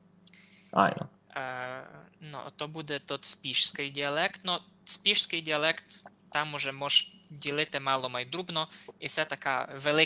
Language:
Rusyn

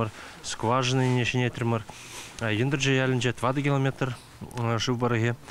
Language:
Chuvash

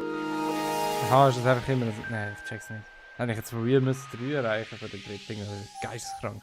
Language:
Swiss German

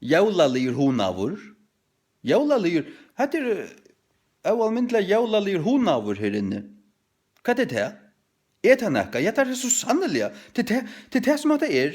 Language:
Faroese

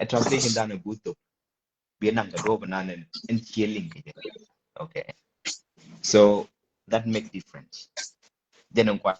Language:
Nuer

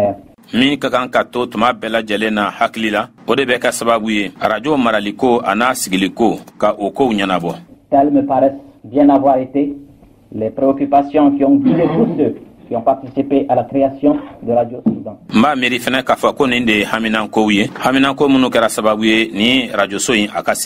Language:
Bambara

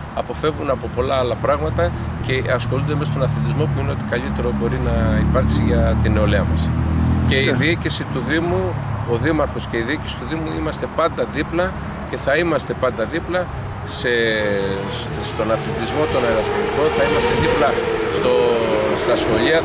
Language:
Greek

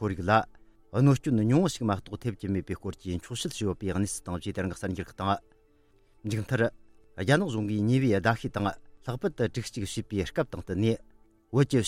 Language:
Tibetan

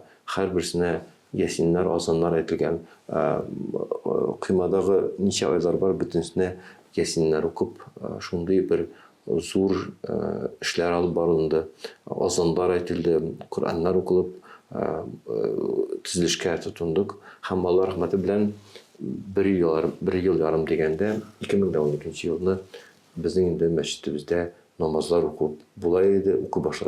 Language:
Tatar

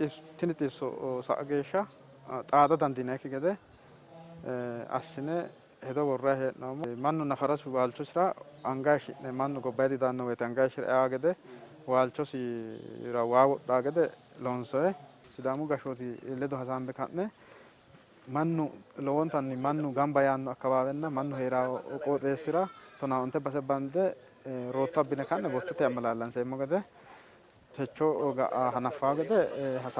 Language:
Sidamo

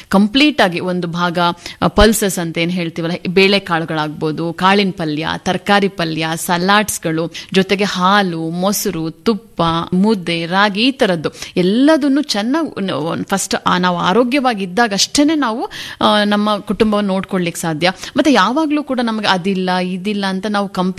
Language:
Kannada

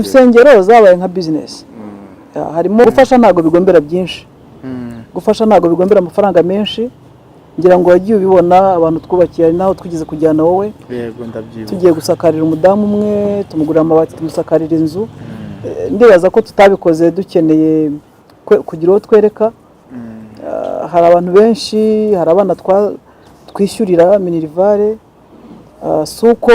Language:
Kinyarwanda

